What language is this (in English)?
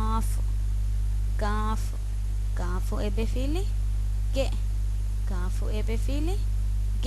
Divehi